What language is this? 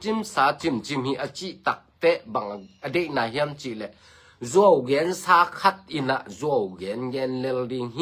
Tedim Chin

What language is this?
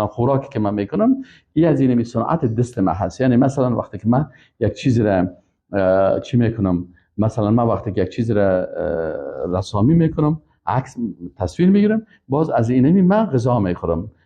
Persian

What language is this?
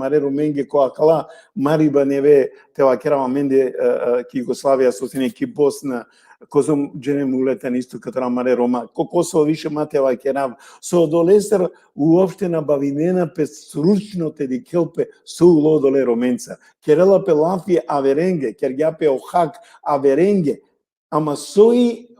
Balkan Romani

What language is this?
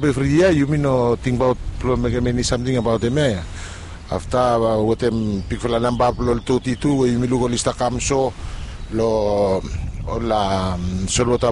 Bislama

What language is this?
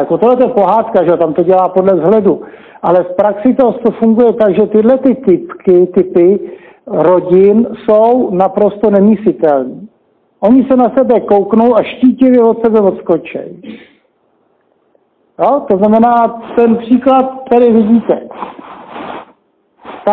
Czech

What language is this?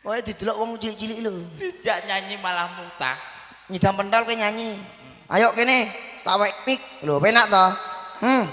Javanese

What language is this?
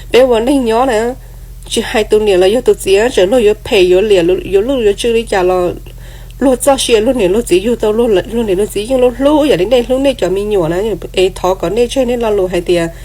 Hmong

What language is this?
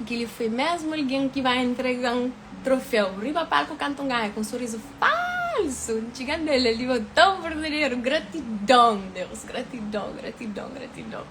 Kabuverdianu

